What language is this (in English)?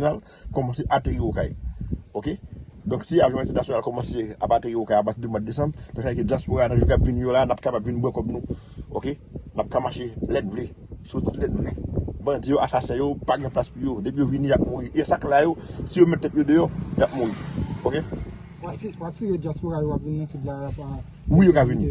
Haitian Creole